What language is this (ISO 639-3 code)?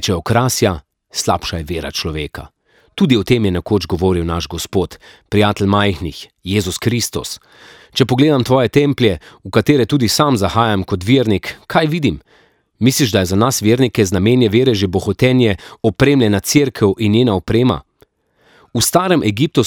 slv